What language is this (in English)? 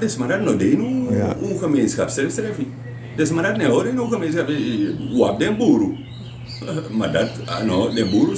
Sranan Tongo